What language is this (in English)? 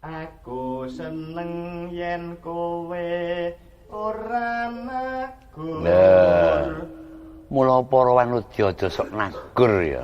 Javanese